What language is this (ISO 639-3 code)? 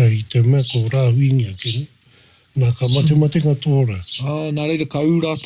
mri